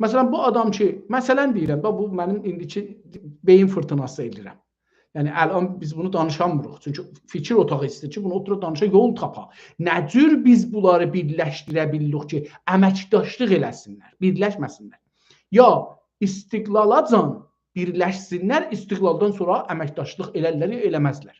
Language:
South Azerbaijani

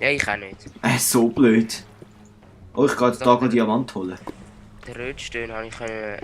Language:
Swiss German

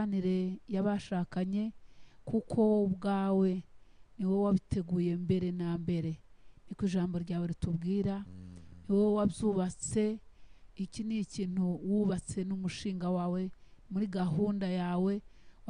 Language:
Kinyarwanda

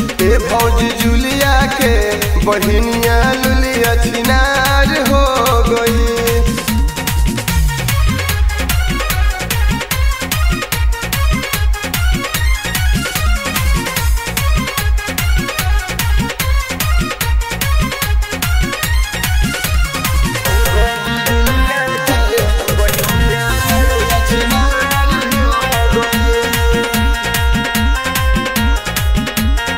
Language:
Bhojpuri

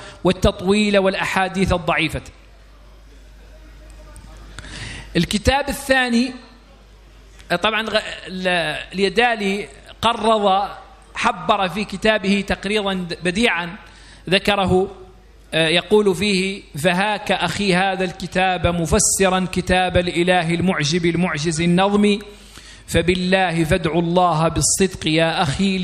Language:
Arabic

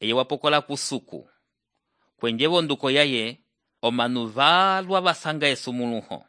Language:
Umbundu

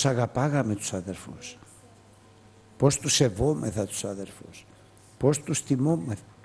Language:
Greek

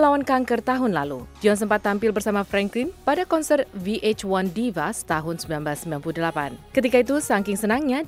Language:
Indonesian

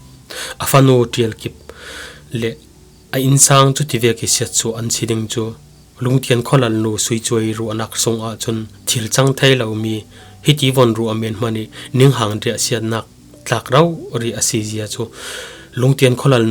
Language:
Falam Chin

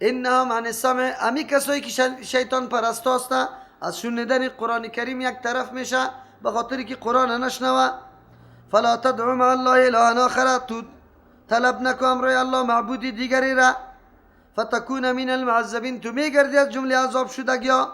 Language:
Persian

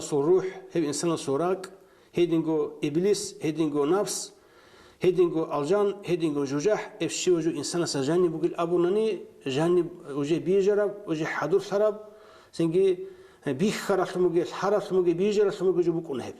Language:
Avaric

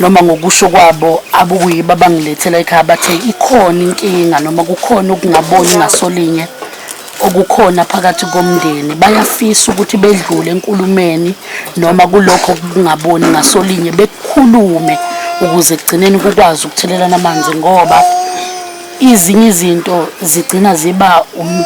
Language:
Zulu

